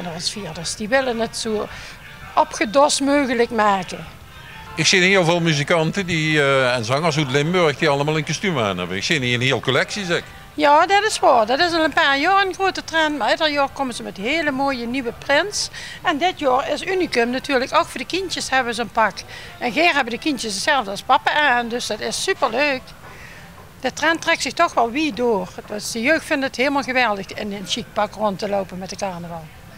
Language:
Limburgish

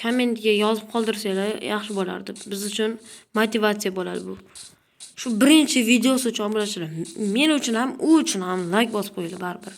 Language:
Uzbek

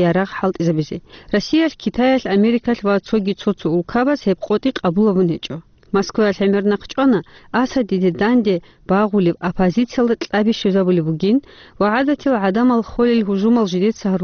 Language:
Avaric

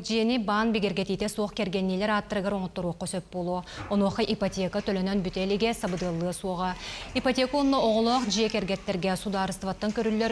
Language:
Yakut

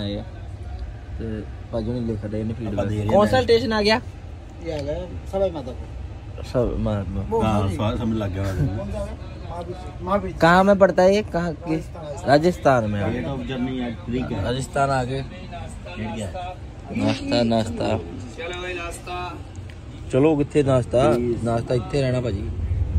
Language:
Punjabi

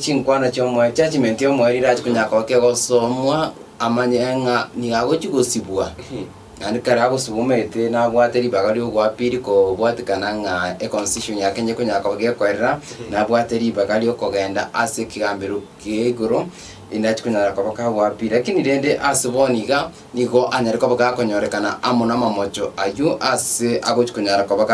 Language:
Gusii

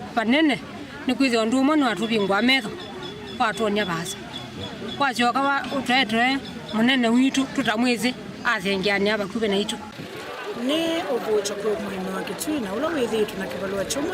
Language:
Kamba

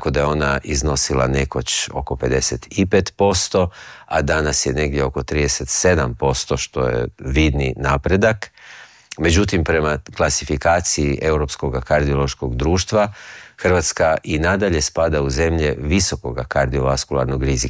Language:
Croatian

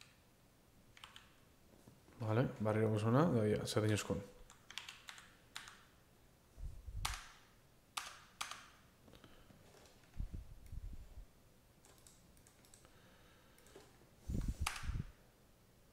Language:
Basque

